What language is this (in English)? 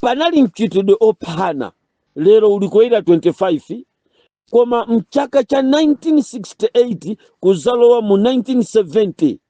Nyanja